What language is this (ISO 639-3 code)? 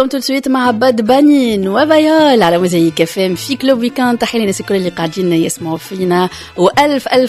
aeb